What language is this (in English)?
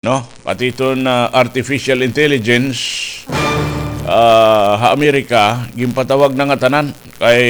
Waray